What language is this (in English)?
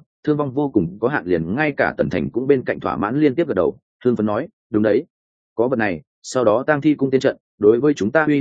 Vietnamese